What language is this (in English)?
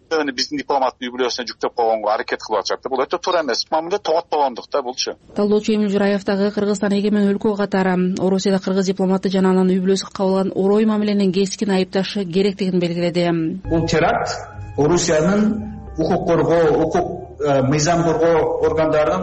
Kyrgyz